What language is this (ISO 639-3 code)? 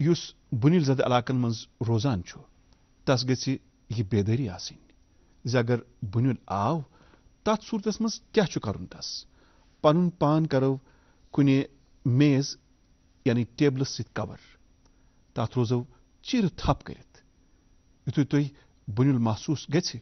kas